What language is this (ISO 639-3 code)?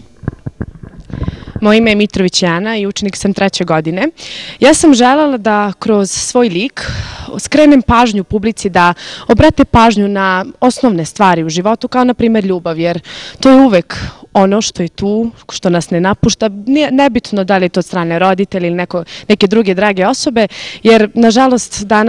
srp